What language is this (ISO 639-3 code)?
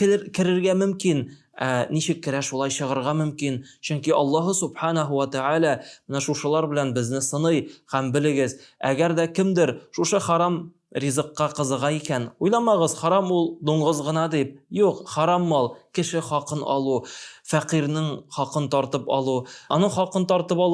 tat